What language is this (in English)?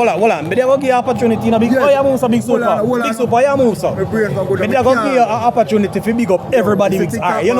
Jamaican Creole English